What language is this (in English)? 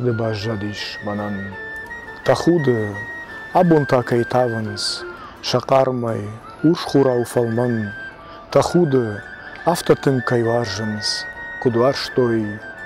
Ossetic